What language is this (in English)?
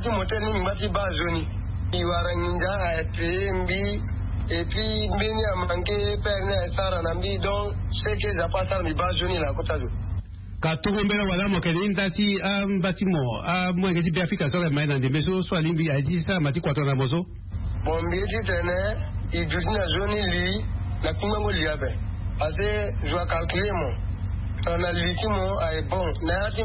Sango